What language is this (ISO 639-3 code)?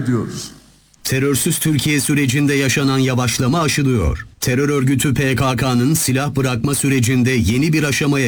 tur